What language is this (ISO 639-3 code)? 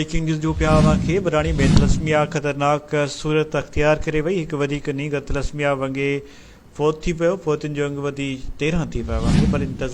snd